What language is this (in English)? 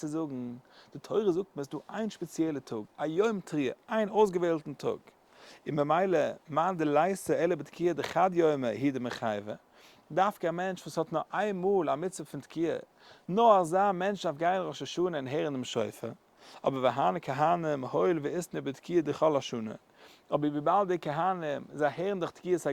Yiddish